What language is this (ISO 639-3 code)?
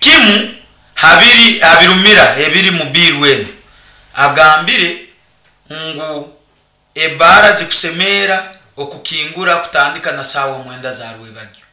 nyo